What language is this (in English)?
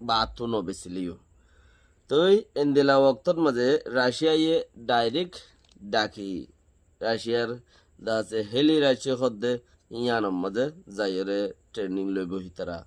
Rohingya